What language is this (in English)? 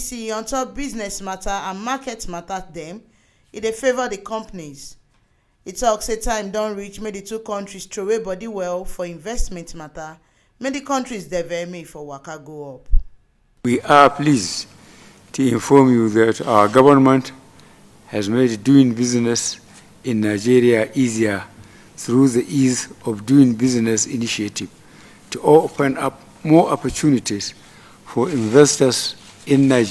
Nigerian Pidgin